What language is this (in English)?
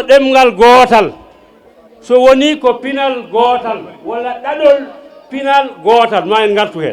Fula